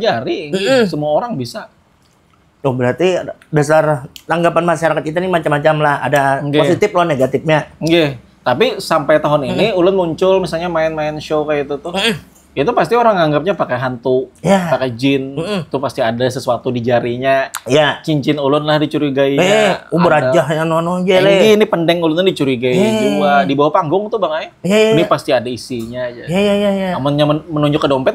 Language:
Banjar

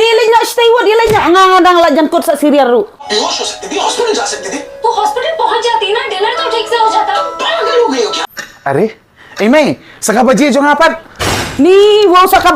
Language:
Khasi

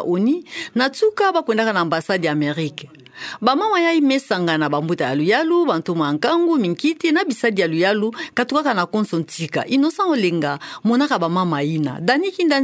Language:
Kituba (Democratic Republic of Congo)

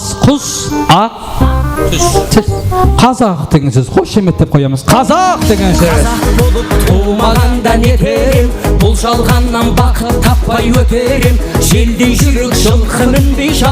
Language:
Kara-Kalpak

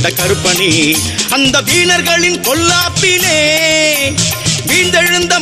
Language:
Tamil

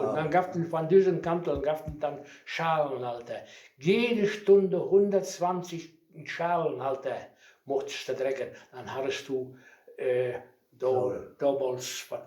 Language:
Westphalien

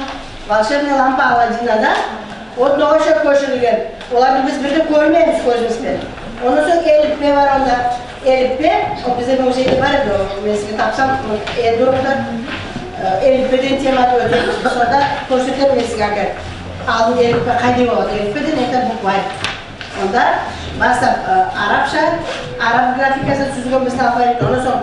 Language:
Nogai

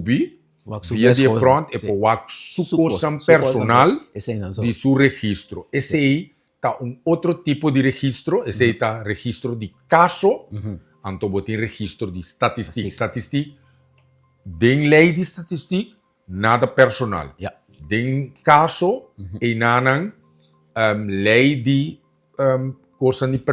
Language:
Papiamento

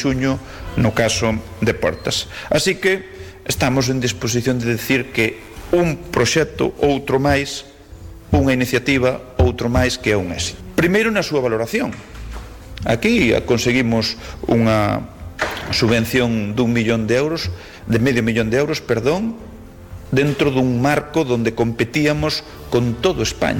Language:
Galician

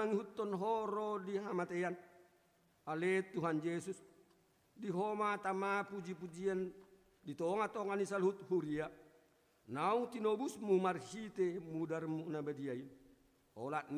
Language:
Batak Toba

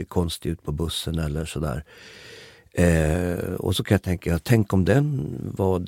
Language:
Swedish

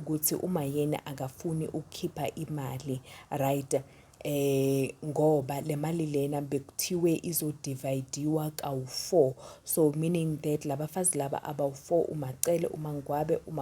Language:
Zulu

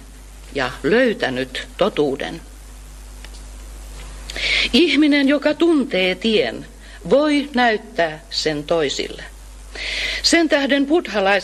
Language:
Finnish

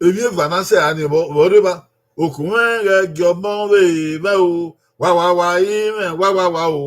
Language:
Bini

